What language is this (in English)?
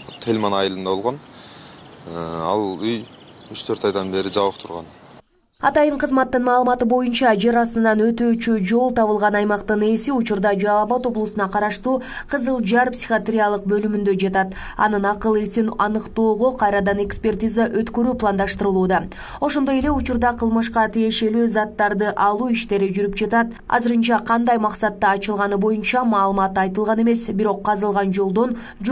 Kyrgyz